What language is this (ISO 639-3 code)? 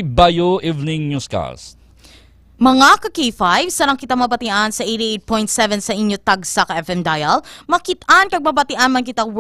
hil